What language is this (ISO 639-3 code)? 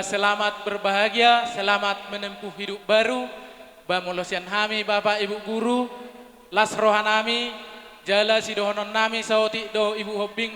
bbc